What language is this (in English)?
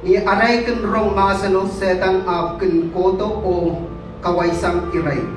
Pohnpeian